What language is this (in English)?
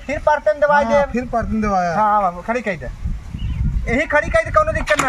Awadhi